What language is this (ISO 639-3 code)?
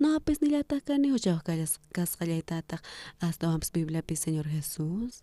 quh